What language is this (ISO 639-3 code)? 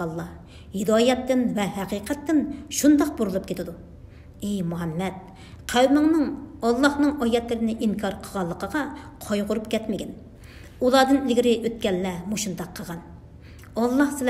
uig